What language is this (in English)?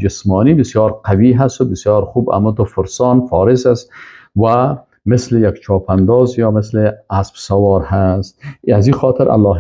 Persian